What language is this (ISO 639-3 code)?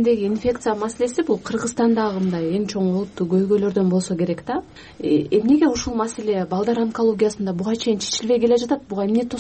kir